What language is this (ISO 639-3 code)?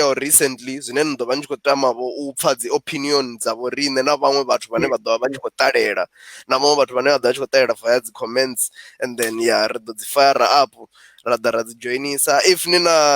ven